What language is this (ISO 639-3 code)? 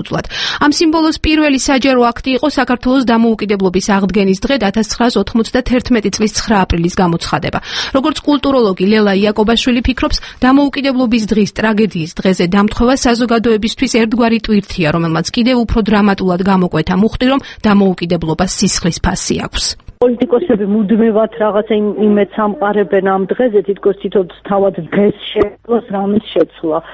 kat